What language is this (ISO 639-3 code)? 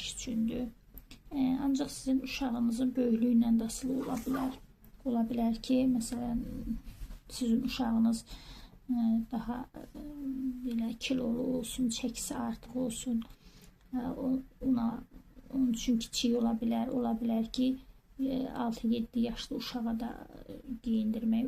aze